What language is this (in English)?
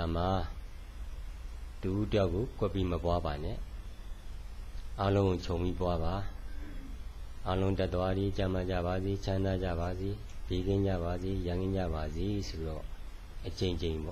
Burmese